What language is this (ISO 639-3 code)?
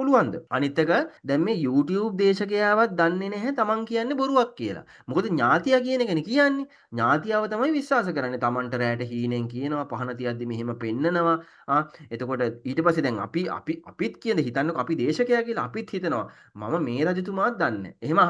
sin